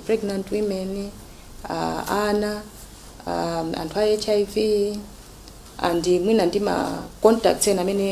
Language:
Nyanja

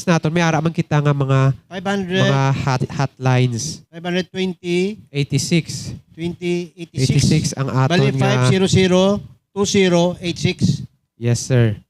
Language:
Hiligaynon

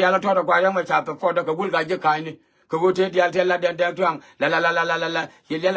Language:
Nuer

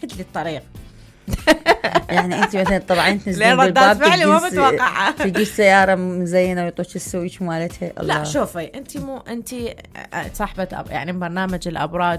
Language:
Mesopotamian Arabic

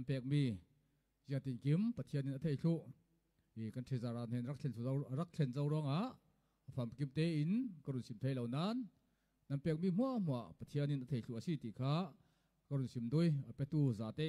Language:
Falam Chin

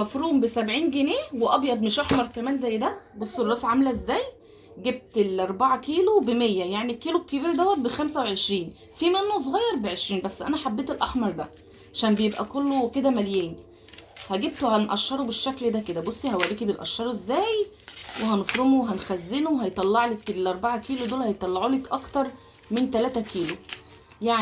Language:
Egyptian Arabic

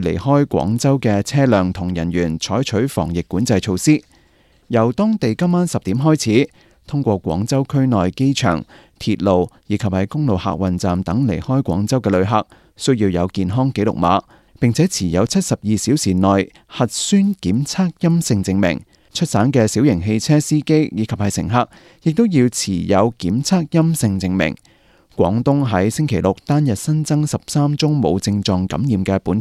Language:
Cantonese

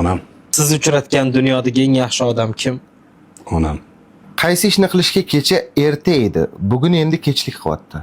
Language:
Uzbek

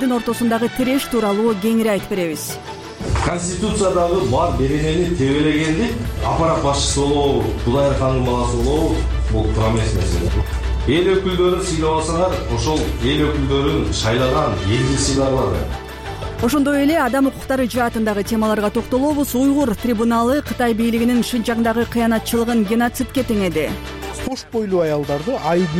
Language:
Kyrgyz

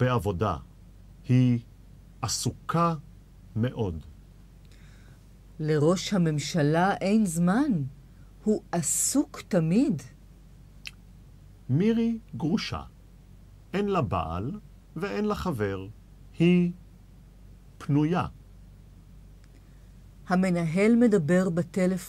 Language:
Hebrew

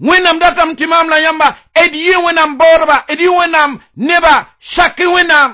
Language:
Mossi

